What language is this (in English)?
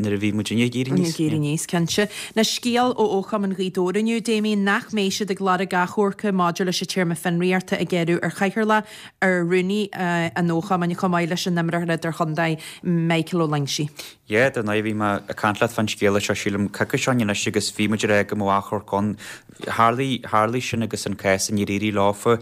Irish